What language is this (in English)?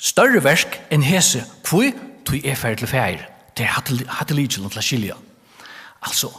Faroese